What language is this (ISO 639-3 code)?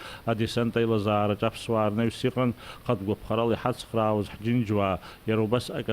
abk